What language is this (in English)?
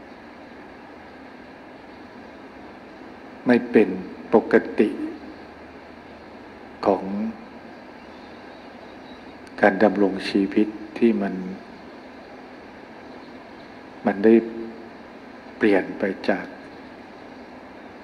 Thai